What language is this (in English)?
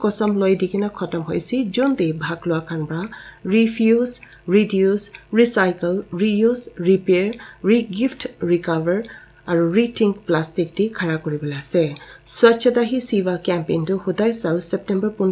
Naga Pidgin